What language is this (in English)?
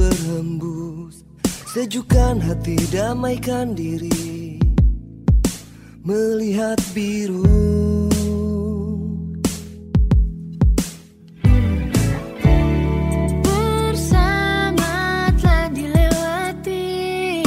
Indonesian